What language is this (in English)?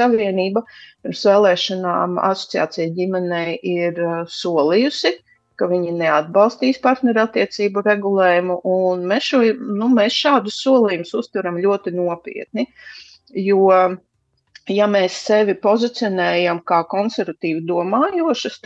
Latvian